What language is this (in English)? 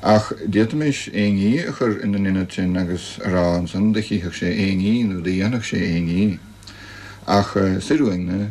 Irish